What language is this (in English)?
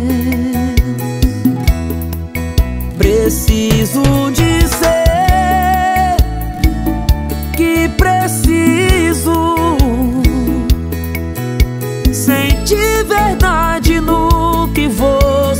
Portuguese